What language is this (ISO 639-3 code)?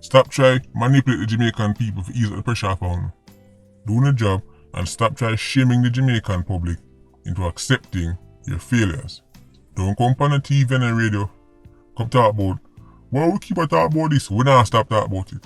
jam